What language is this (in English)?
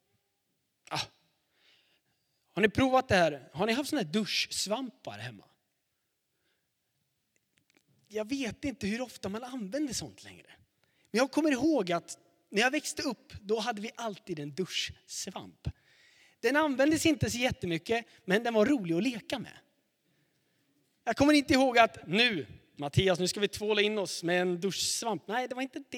Swedish